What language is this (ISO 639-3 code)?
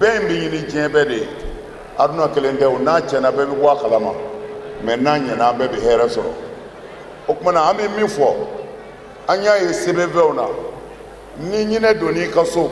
bam